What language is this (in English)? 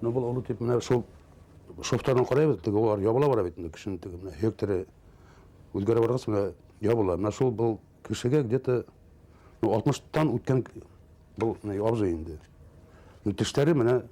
Bashkir